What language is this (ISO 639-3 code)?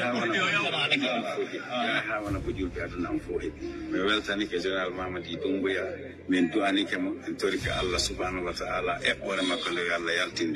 ful